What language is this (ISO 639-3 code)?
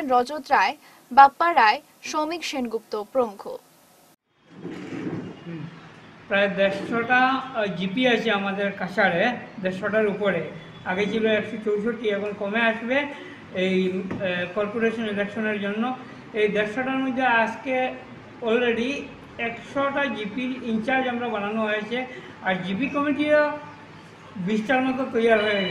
ben